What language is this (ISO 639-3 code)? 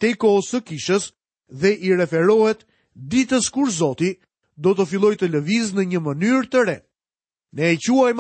sqi